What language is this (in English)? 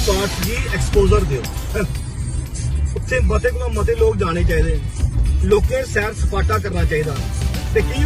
Dogri